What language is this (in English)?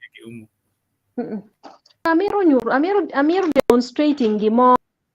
Acoli